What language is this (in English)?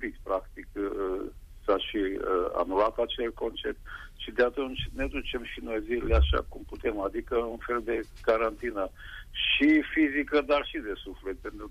Romanian